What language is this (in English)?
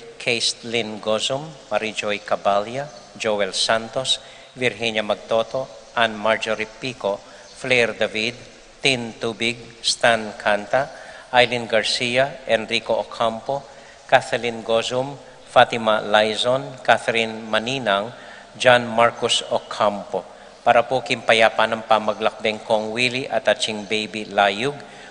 Pampanga